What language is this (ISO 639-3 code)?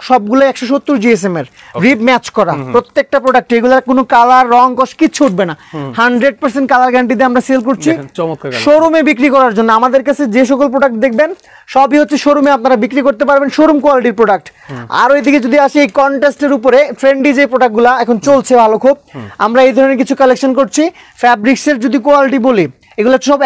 ben